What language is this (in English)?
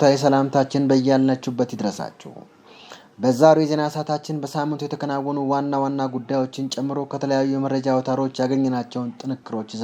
Amharic